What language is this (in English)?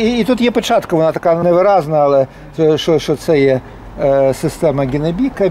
Ukrainian